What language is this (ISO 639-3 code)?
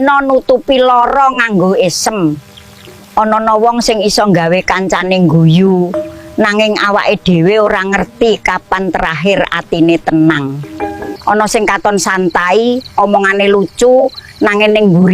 jav